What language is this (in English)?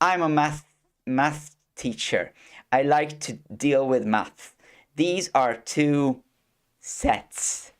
English